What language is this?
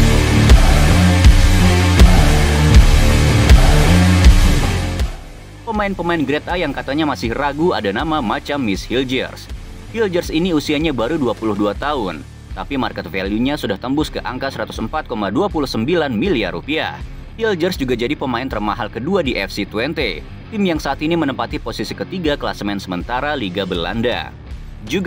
Indonesian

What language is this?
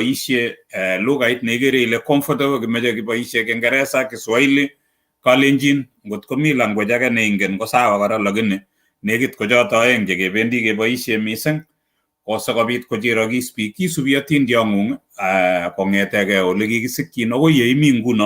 Kalenjin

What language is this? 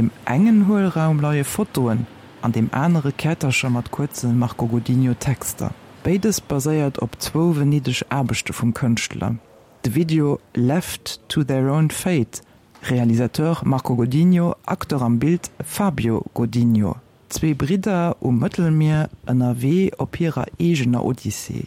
Luxembourgish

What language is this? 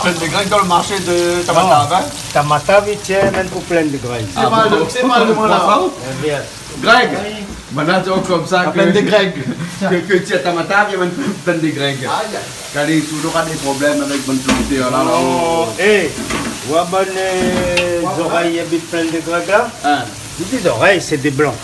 Réunion Creole French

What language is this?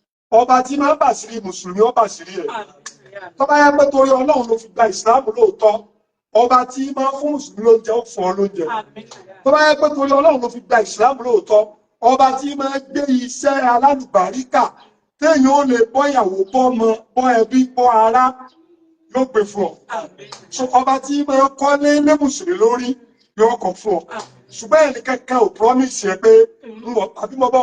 Yoruba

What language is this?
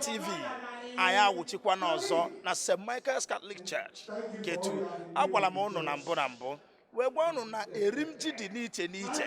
Igbo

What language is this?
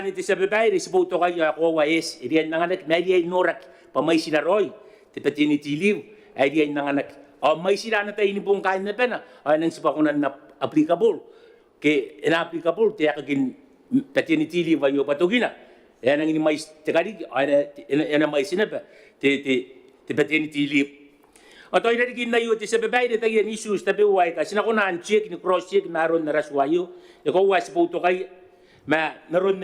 Gilbertese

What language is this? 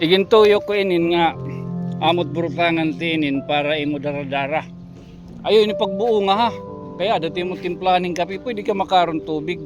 Waray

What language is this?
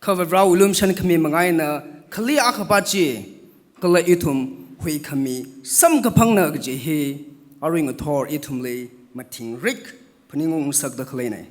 Tangkhul Naga (India)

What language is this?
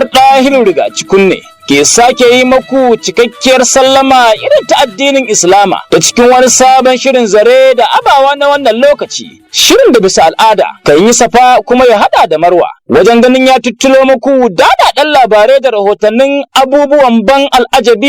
Hausa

